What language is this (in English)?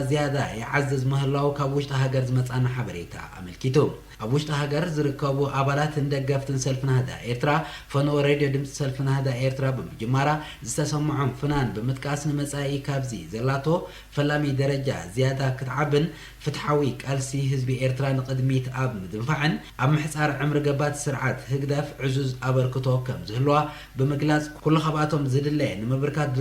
Tigrinya